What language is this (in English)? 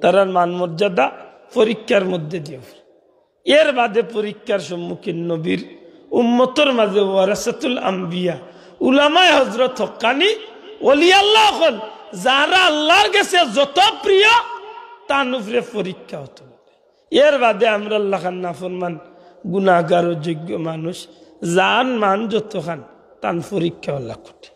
Sylheti